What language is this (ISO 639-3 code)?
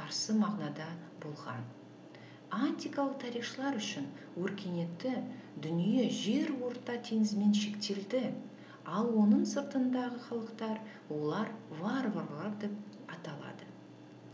kaz